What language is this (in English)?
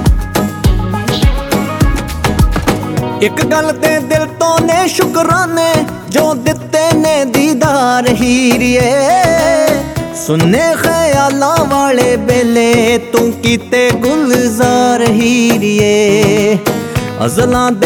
Punjabi